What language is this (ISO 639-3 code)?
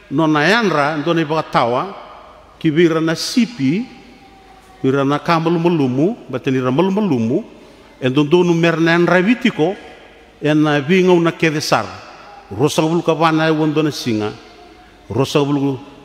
fij